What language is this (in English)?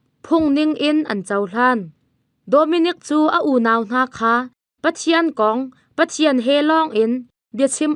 Hakha Chin